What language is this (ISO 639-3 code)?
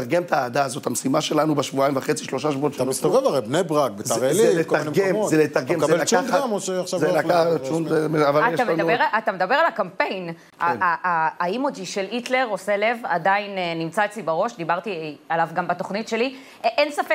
heb